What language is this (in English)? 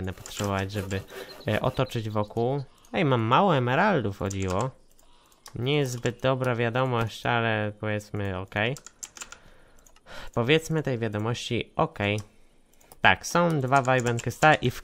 Polish